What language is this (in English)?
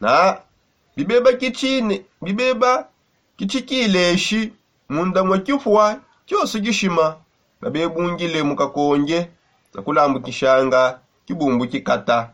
Songe